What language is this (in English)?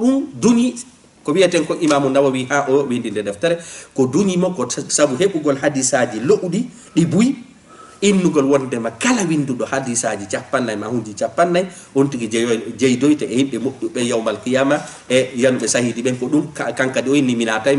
Fula